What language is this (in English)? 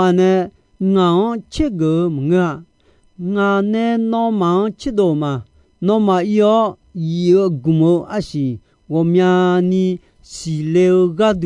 Akha